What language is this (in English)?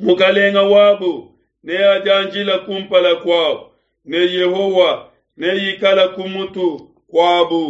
Luba-Lulua